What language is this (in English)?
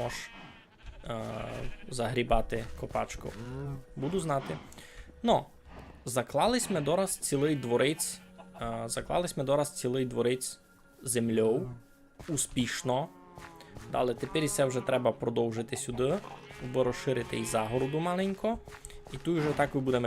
Rusyn